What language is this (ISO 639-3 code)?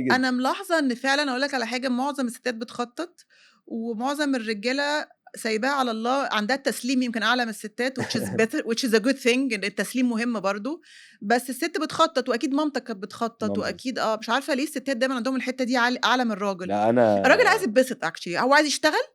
arz